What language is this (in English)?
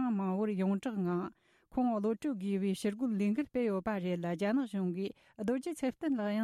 Tibetan